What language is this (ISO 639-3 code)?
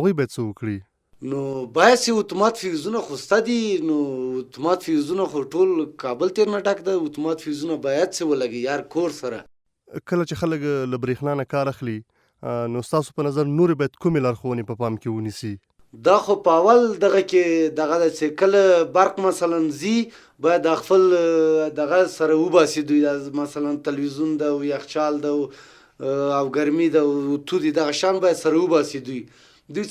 pus